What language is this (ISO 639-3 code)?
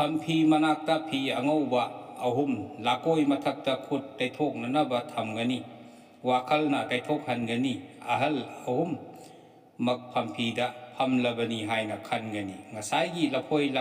mni